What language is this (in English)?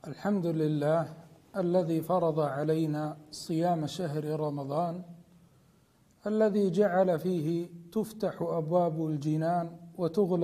Arabic